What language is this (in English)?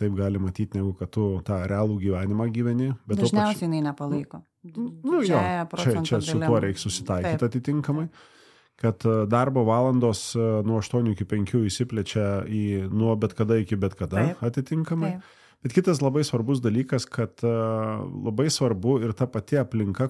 Lithuanian